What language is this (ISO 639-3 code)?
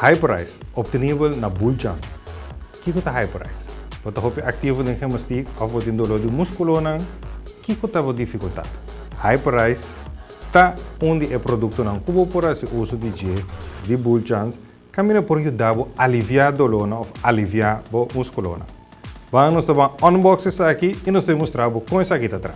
pap